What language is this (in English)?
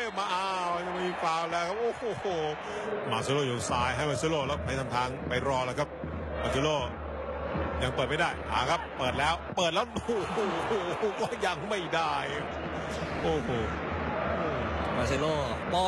Thai